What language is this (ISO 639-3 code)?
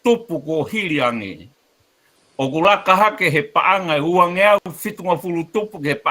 ton